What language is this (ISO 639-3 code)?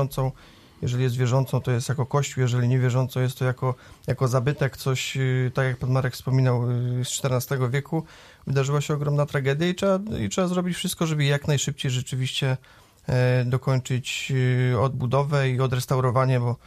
pol